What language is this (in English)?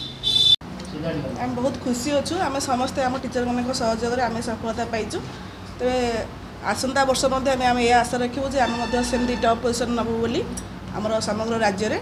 Odia